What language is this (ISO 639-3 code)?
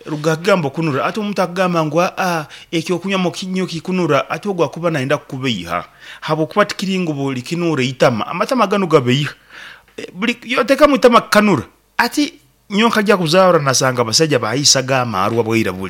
nyn